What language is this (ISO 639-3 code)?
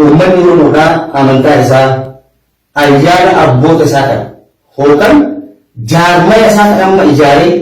orm